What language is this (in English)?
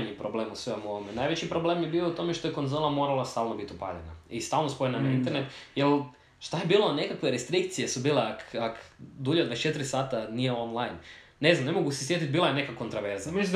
Serbian